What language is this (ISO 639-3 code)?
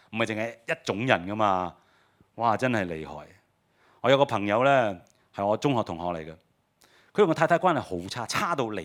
yue